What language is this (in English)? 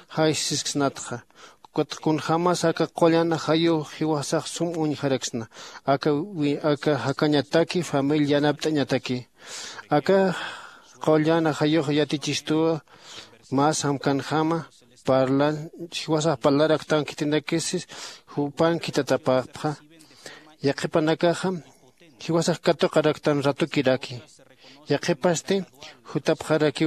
Aymara